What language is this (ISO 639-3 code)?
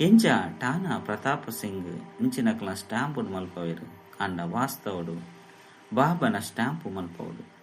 tcy